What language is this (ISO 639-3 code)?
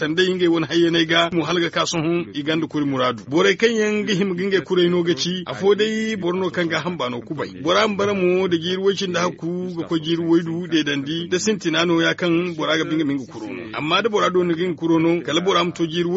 dje